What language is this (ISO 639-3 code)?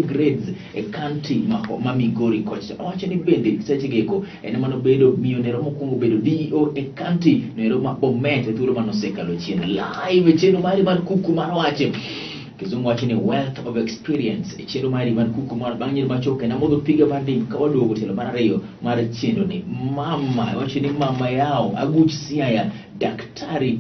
luo